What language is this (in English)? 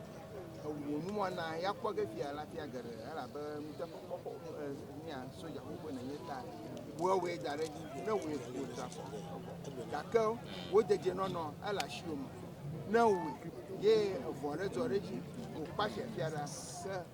Ewe